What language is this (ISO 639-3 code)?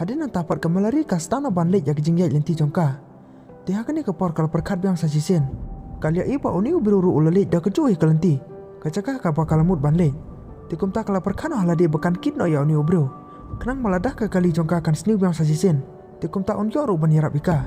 kha